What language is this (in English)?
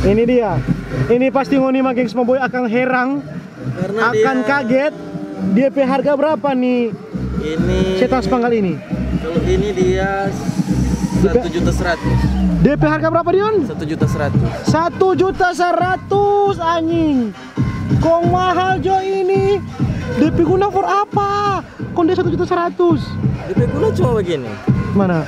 Manado Malay